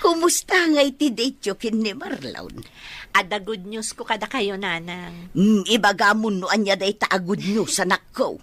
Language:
Iloko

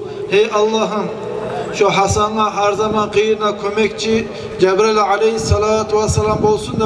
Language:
Kumyk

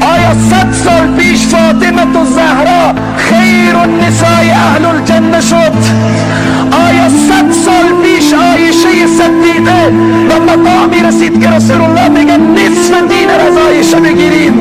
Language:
Tajik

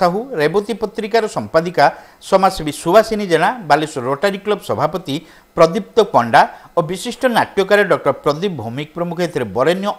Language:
Odia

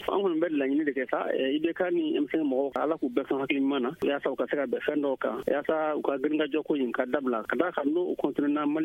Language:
Bambara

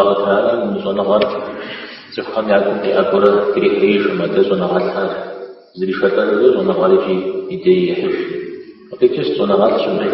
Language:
Kabardian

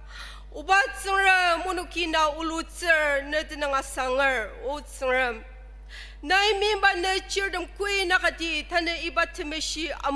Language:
Ao Naga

